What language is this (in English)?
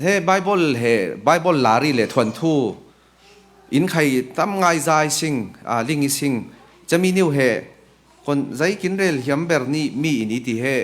Falam Chin